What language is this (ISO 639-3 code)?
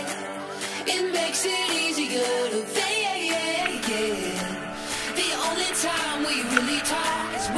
eng